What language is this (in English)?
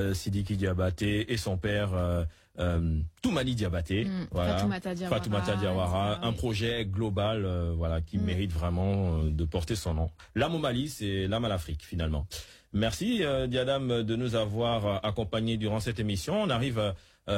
French